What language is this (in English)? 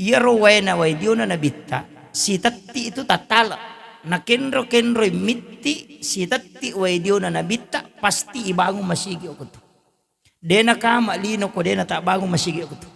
Buginese